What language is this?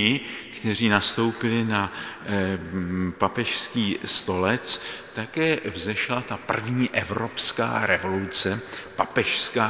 Czech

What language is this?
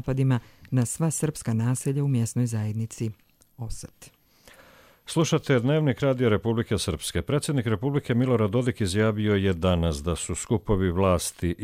Croatian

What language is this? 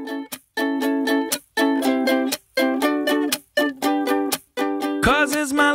Hungarian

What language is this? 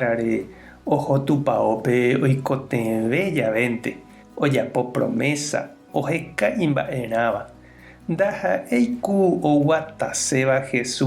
Guarani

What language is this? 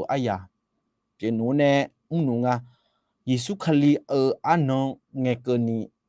Akha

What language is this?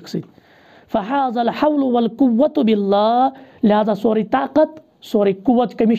Kashmiri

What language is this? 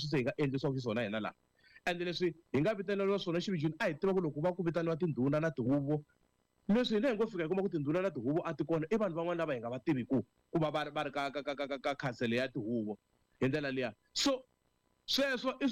Tsonga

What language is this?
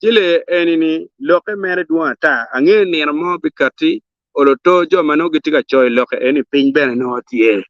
Acoli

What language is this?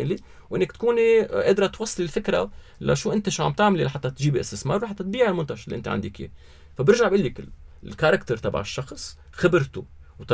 North Levantine Arabic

